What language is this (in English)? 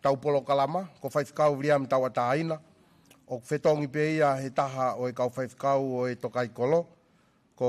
Tongan